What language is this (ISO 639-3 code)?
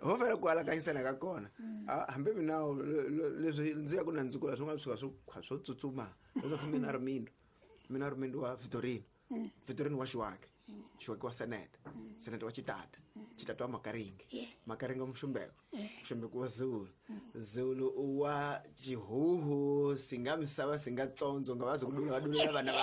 tso